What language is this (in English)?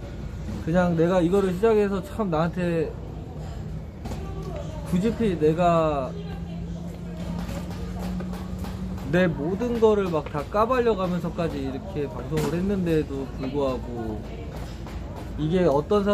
Korean